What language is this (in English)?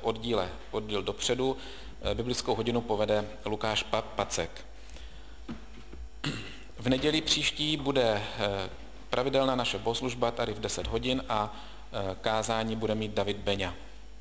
Czech